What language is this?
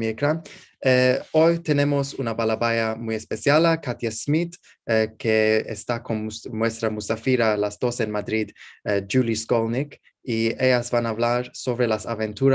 Ladino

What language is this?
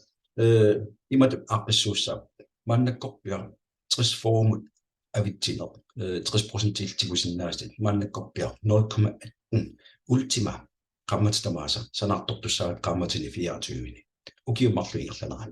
Kalaallisut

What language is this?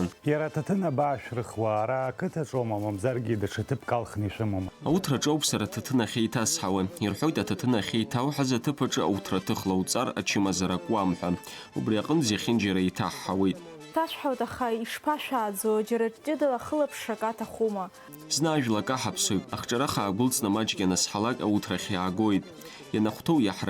Abkhazian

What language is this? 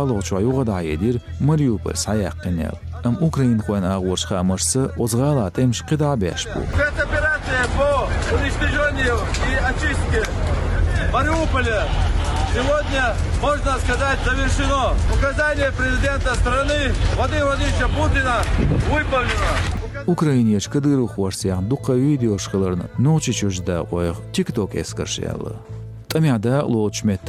Chechen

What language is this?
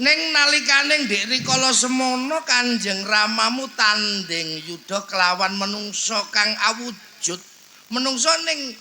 Javanese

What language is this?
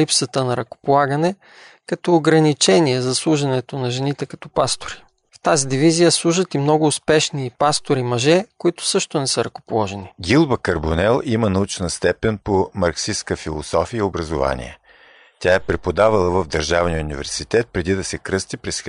Bulgarian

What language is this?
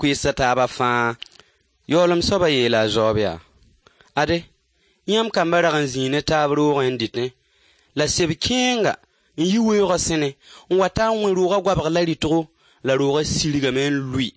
Mossi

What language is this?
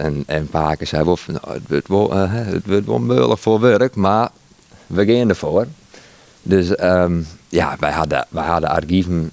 Western Frisian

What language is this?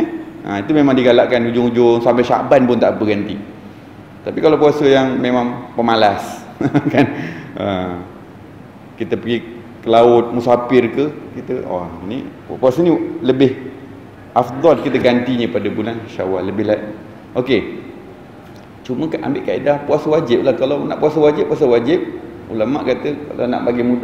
Malay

